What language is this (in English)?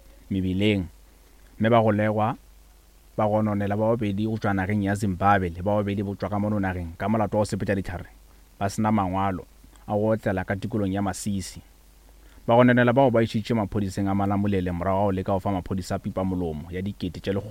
Northern Sotho